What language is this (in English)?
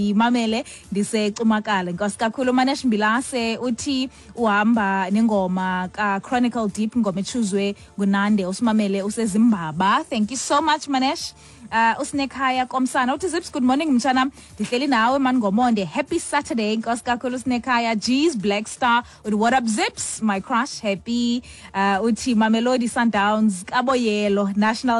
Xhosa